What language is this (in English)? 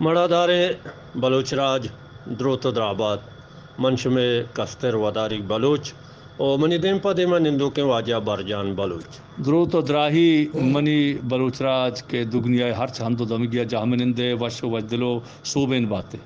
Eastern Balochi